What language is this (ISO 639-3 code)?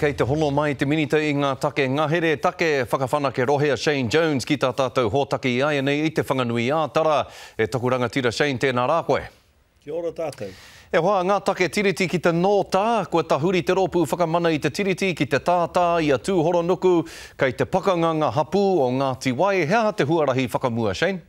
mri